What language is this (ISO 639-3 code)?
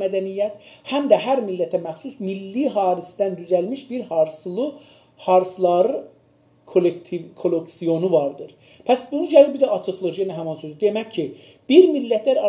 azb